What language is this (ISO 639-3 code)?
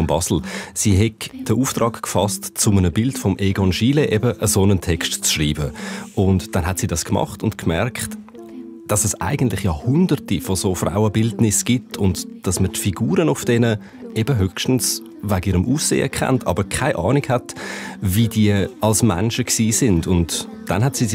gsw